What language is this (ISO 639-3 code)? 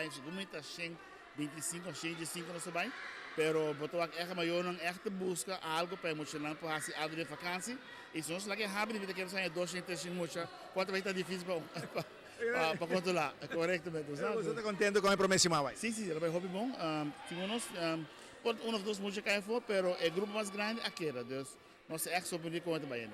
pap